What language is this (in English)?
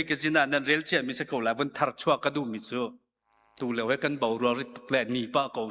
Hakha Chin